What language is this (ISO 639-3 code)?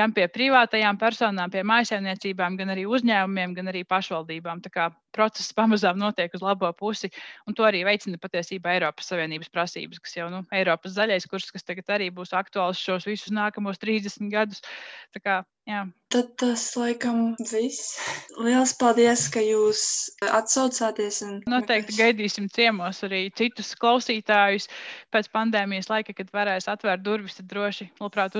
lav